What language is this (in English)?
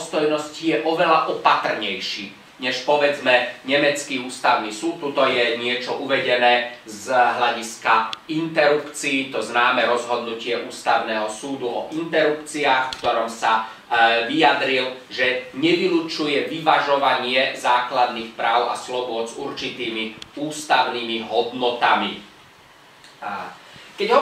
Slovak